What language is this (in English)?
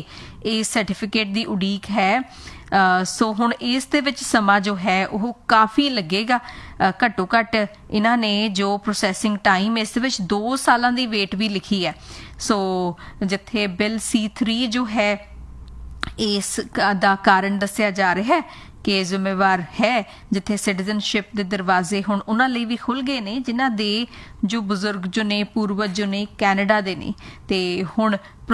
Punjabi